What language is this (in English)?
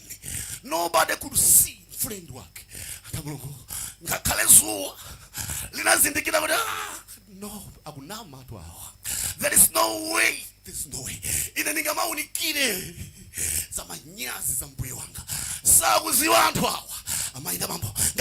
Nyanja